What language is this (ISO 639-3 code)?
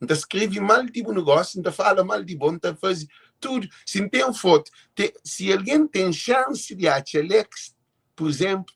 kea